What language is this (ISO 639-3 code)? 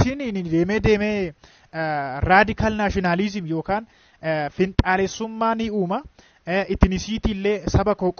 orm